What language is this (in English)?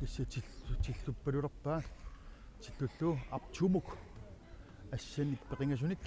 Kalaallisut